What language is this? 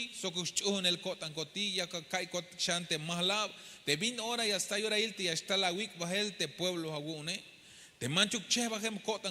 Tzeltal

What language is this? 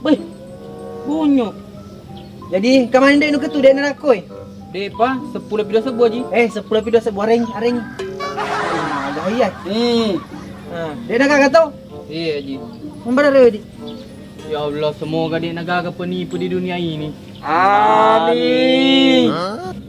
Buginese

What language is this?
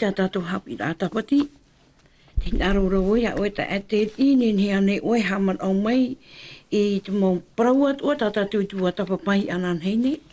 Tahitian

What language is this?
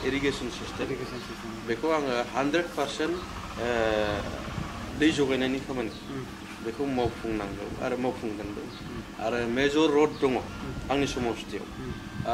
Bodo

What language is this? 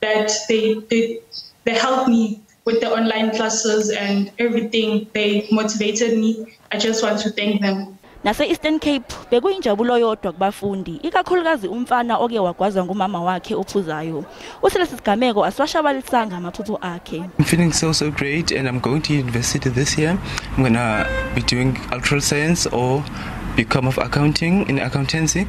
Zulu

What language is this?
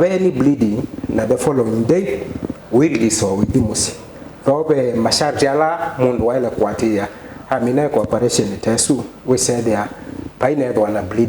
Kamba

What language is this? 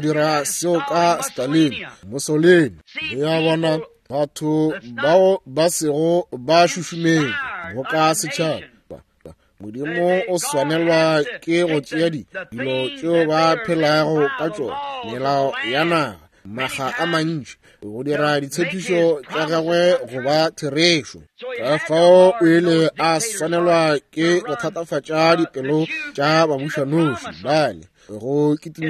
Northern Sotho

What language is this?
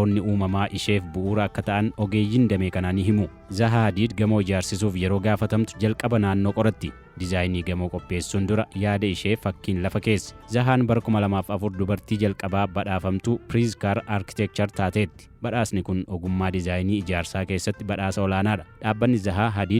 Oromo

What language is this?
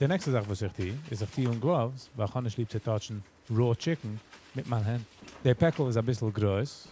Yiddish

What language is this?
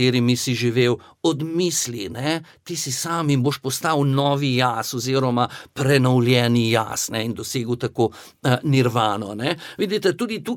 Slovenian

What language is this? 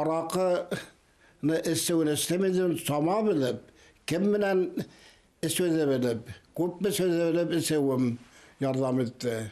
Bashkir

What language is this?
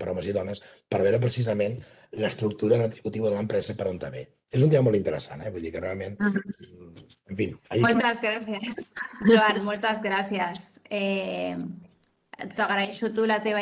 Catalan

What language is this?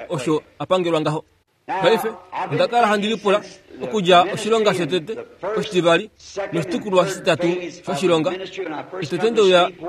Kuanyama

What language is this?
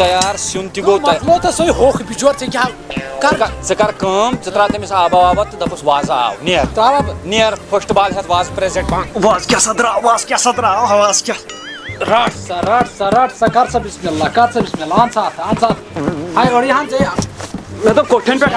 Kashmiri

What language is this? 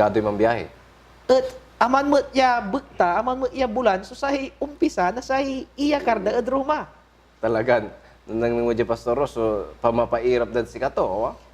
Pangasinan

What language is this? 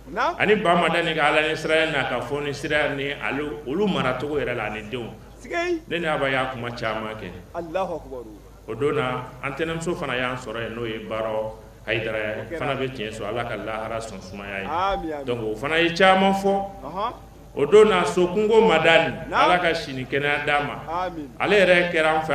Bambara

